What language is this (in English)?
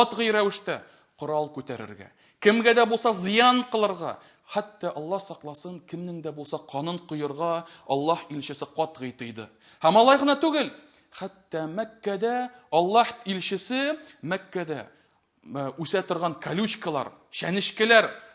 Tatar